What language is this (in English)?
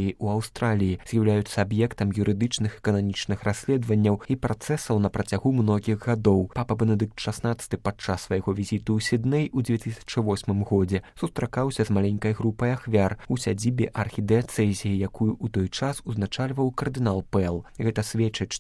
Belarusian